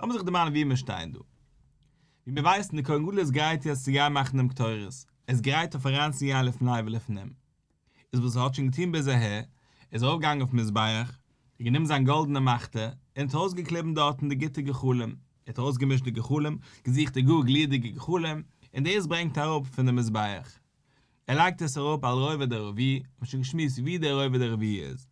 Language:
Yiddish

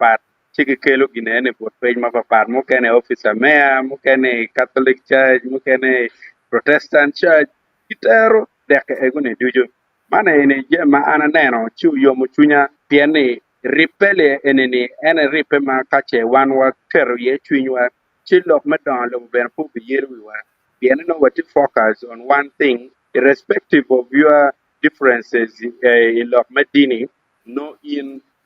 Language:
Acoli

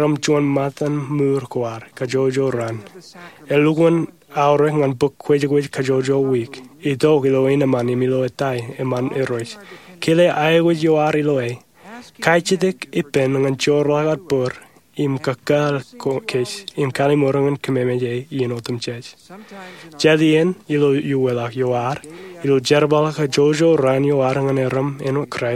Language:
Marshallese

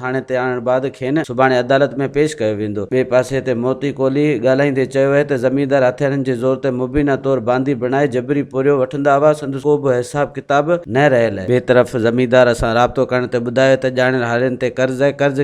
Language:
Sindhi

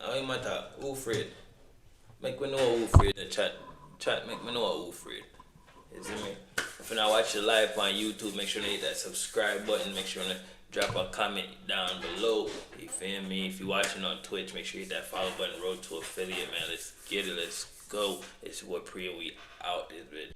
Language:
Jamaican Creole English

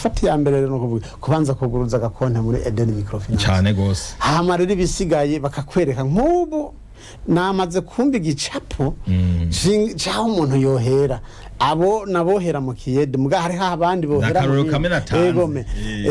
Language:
Rundi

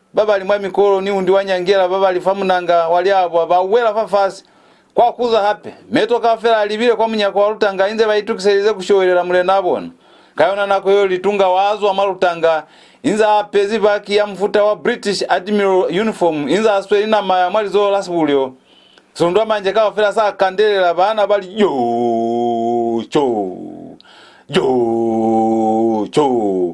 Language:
Lozi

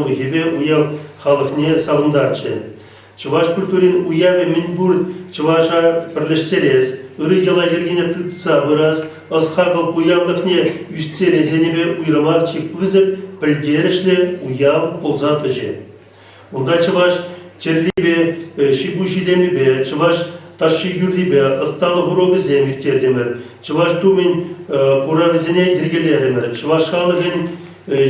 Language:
Chuvash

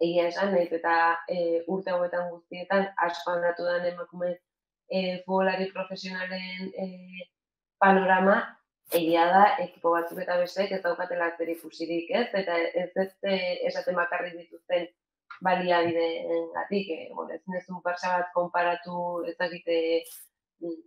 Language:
Basque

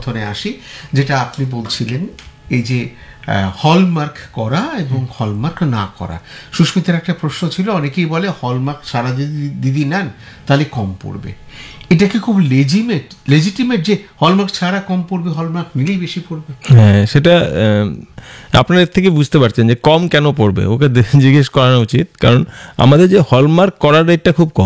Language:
Bangla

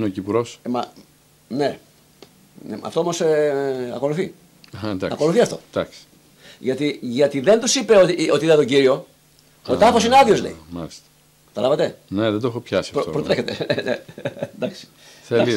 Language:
Greek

